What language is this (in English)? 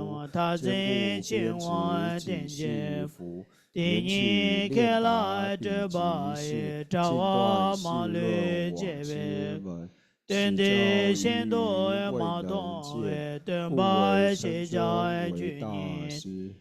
Tibetan